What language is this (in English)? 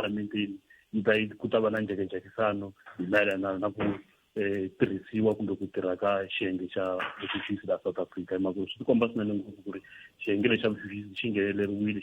Tsonga